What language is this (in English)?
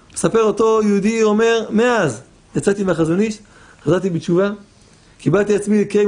Hebrew